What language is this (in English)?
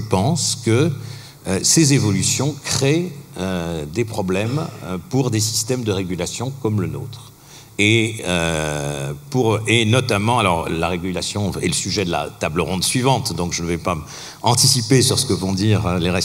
French